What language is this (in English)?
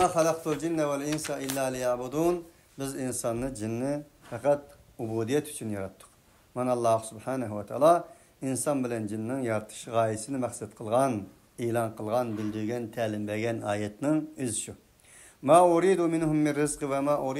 Uyghur